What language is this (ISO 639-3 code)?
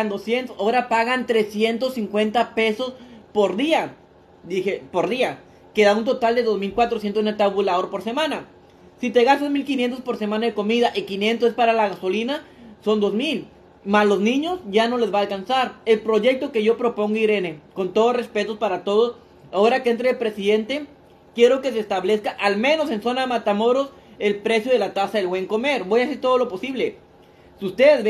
spa